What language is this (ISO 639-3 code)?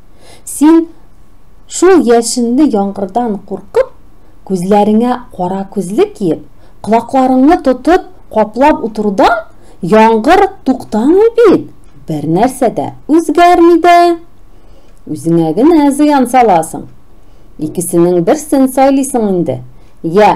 tat